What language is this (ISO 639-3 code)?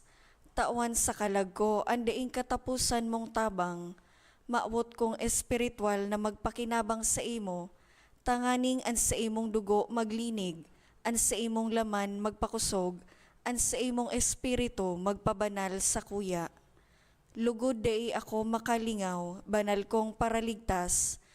bik